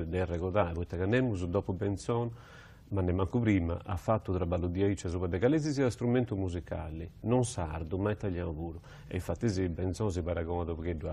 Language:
Sardinian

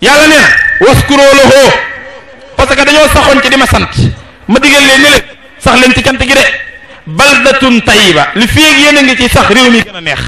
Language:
Wolof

